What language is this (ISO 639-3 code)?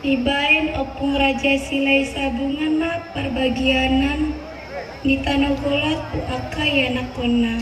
bbc